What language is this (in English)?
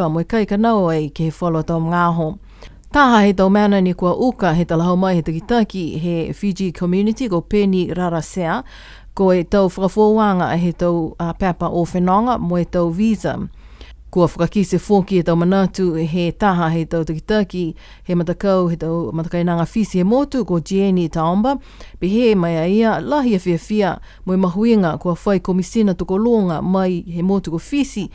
Niuean